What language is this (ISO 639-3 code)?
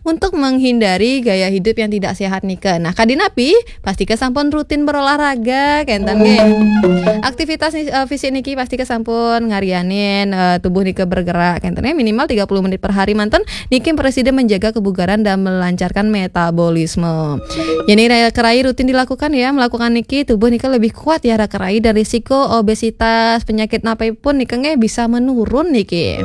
ban